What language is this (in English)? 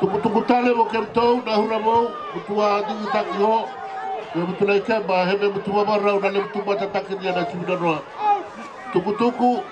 Fijian